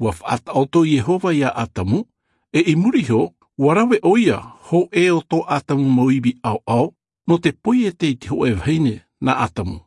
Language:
Albanian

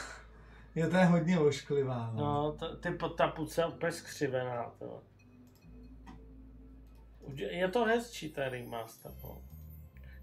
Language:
Czech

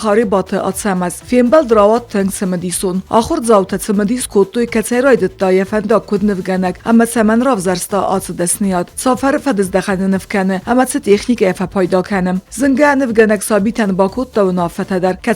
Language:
Ossetic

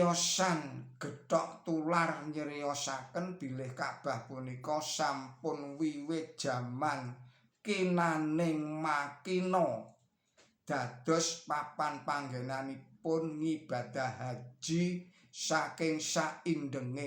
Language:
Javanese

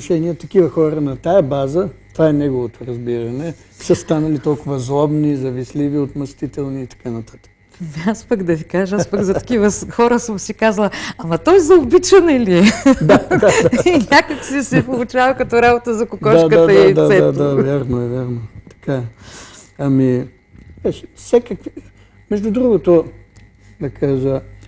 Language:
Bulgarian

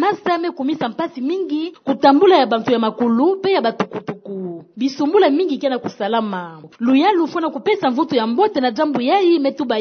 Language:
Kituba (Democratic Republic of Congo)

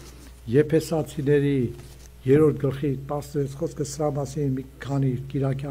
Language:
Armenian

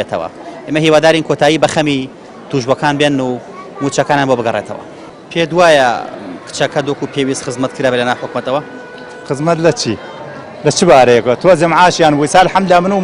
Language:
Central Kurdish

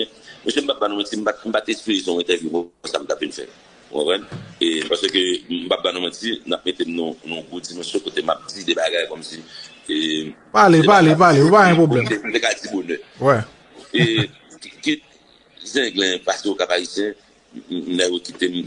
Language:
Haitian Creole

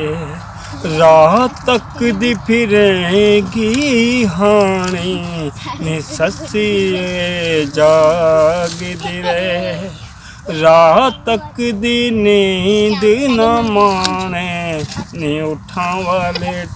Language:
Saraiki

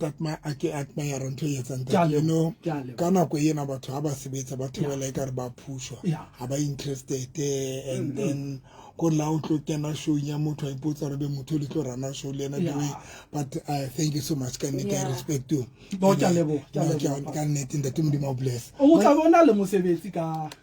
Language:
Southern Sotho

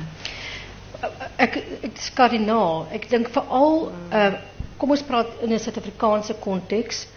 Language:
Afrikaans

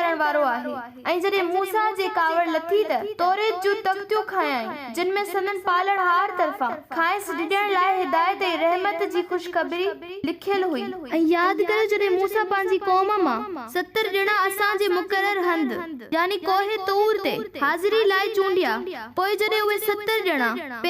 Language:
Sindhi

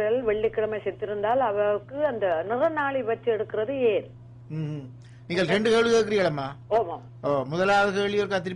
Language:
Tamil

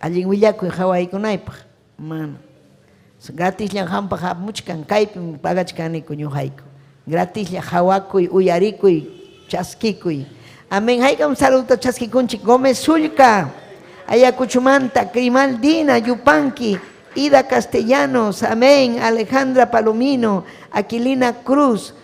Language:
Ayacucho Quechua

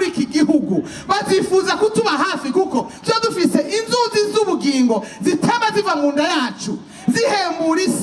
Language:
Rundi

